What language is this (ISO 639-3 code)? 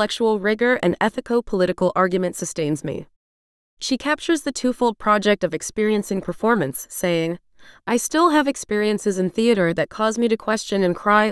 eng